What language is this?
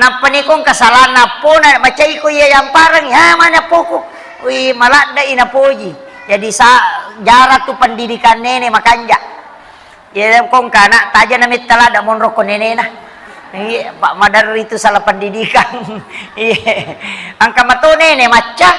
Buginese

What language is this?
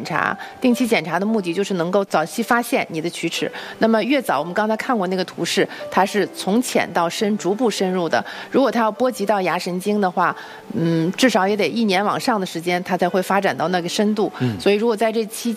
Chinese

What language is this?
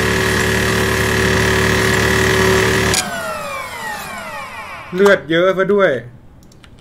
Thai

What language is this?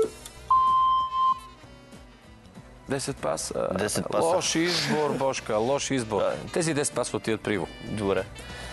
Bulgarian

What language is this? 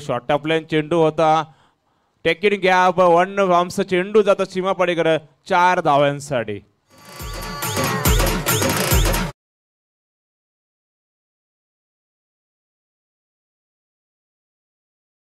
Marathi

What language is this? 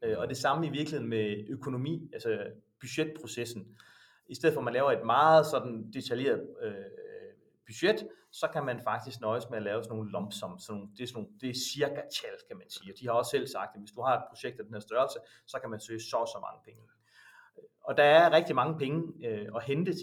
Danish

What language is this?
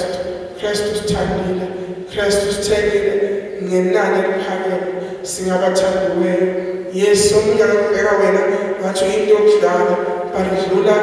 Zulu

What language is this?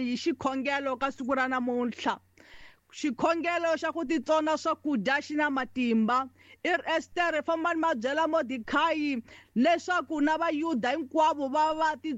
Tsonga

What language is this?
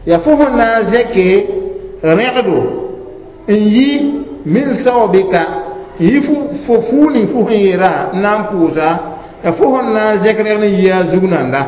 Mossi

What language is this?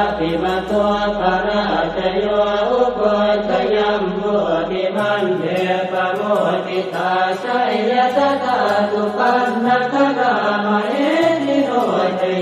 Pali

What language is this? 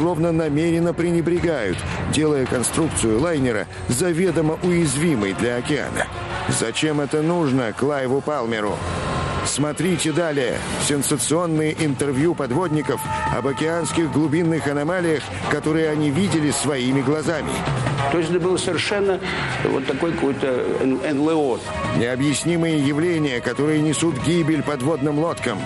Russian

